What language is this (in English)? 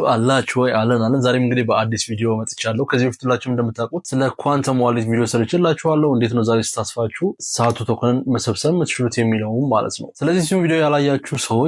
Amharic